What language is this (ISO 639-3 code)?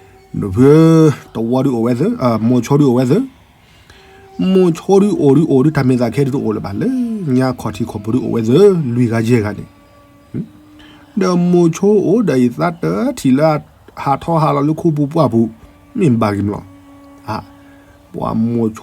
ksw